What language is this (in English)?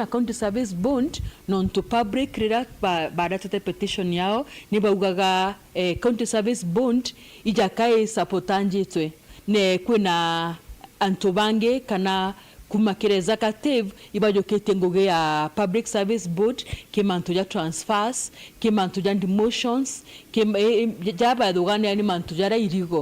Meru